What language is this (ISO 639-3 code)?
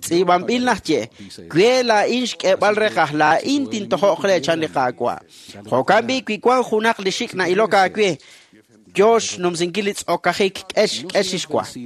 kek